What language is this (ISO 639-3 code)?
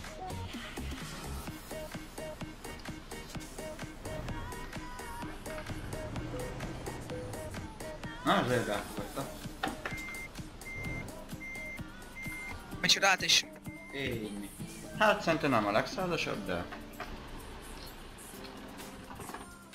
hun